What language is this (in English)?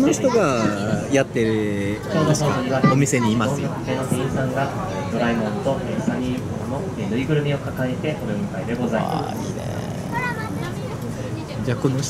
Japanese